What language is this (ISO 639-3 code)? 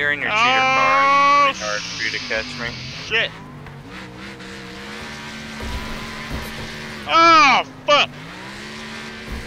eng